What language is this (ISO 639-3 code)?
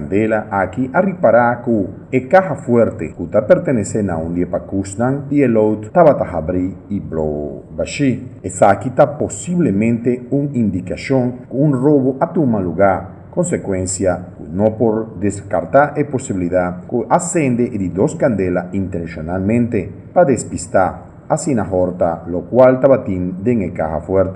pap